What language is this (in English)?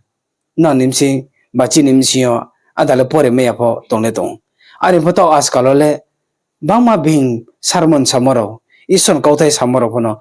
Riang (India)